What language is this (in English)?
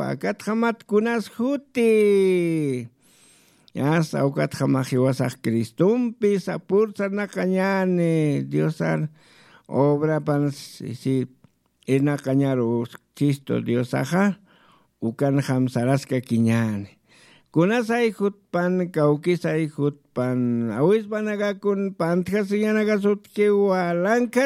Aymara